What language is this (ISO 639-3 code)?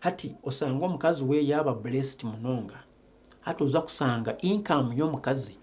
nyn